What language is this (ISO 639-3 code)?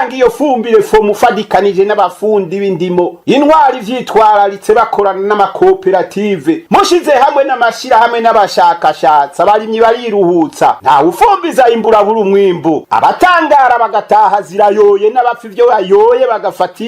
run